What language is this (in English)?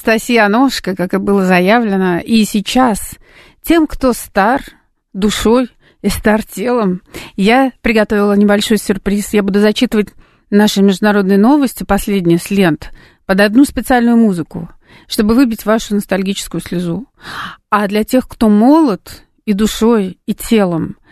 Russian